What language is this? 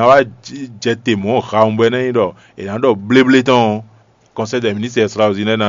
Fon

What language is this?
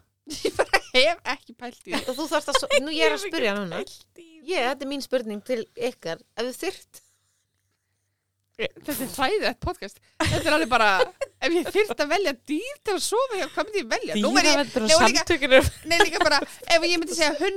Icelandic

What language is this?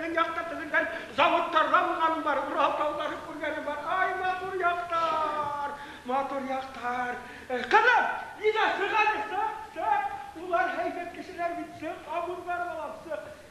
Bashkir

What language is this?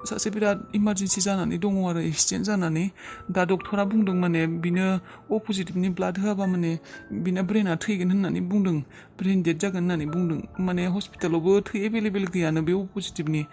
Bodo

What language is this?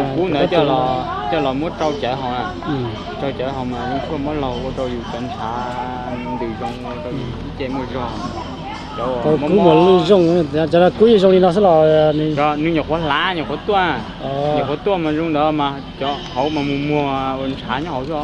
Hmong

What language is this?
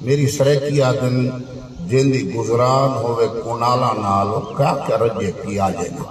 Saraiki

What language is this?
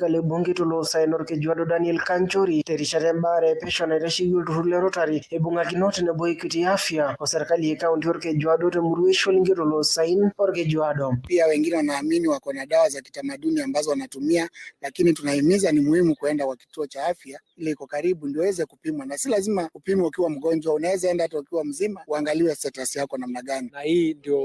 Masai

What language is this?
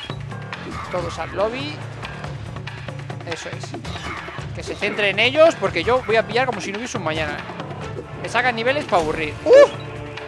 Spanish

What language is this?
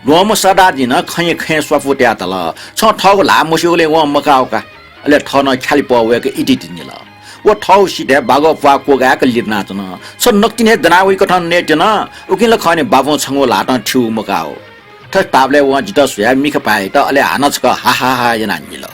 Newari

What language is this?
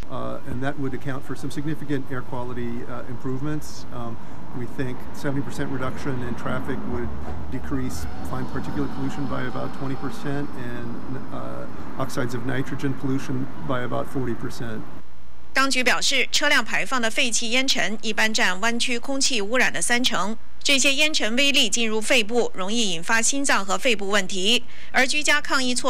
Chinese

